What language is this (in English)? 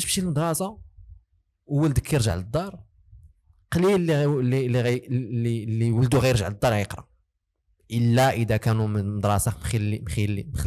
Moroccan Arabic